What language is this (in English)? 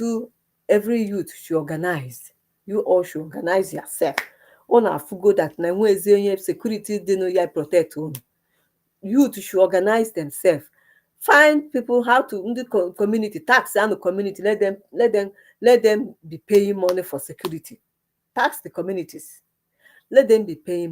Igbo